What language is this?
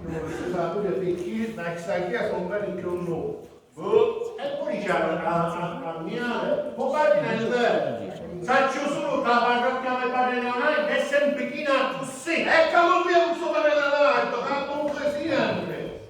Sicilian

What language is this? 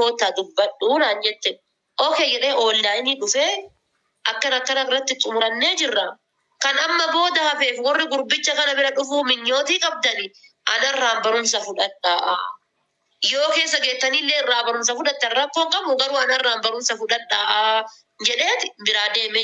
Oromo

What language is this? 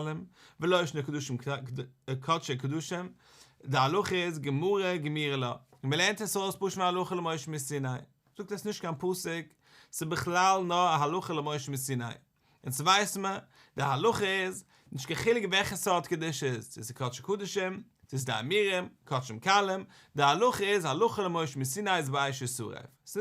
Yiddish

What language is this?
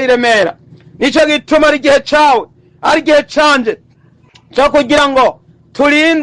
Rundi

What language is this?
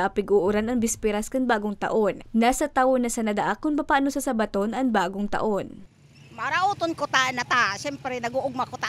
Bikol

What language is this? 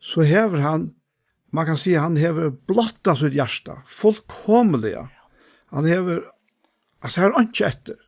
Faroese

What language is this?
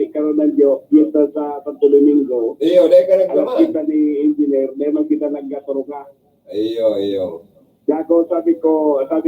Bikol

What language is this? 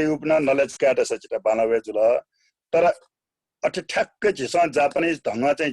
Newari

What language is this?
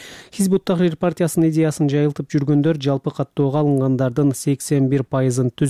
Kyrgyz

